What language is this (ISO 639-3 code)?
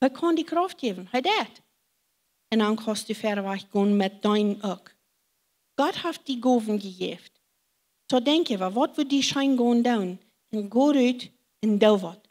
pdt